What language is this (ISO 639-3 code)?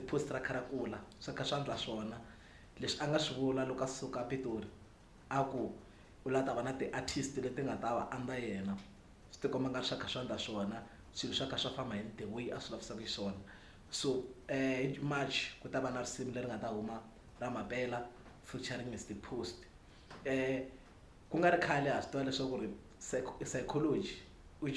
tso